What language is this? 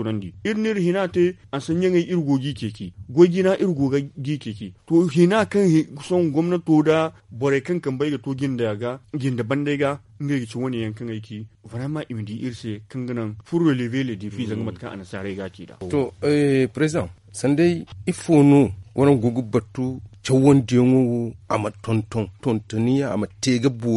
Zarma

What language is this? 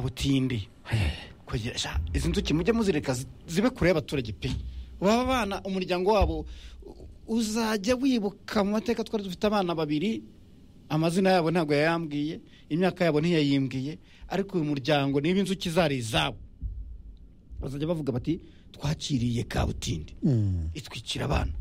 Kinyarwanda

